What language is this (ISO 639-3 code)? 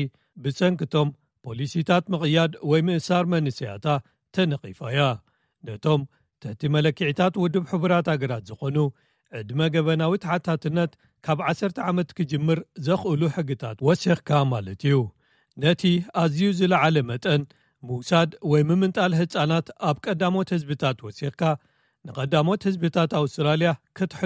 tir